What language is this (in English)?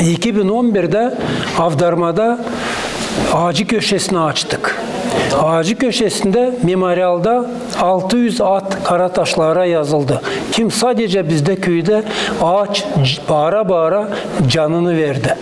Gagauz